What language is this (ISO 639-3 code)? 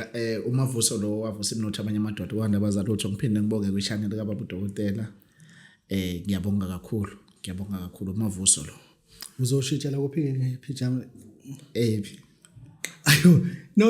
zul